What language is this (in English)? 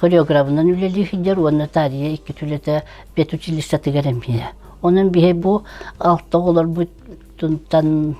Yakut